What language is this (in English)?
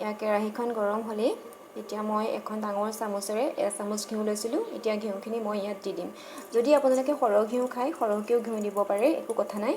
Assamese